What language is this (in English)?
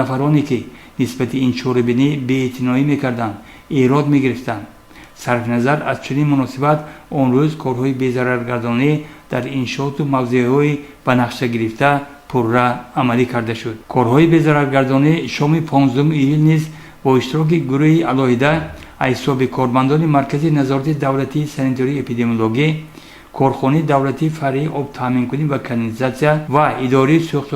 Tajik